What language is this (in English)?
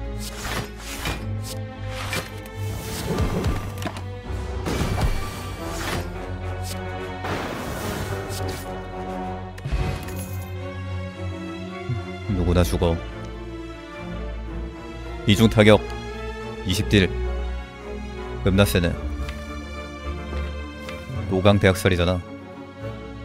Korean